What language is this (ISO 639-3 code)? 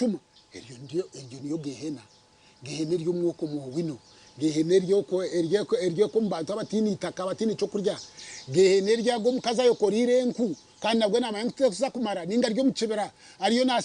nyn